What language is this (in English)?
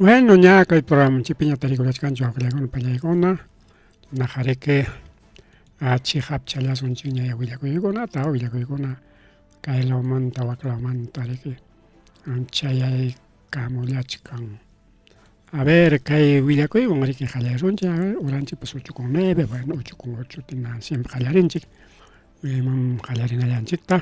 Ayacucho Quechua